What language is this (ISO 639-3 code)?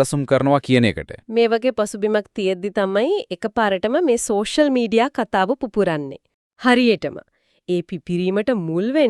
sin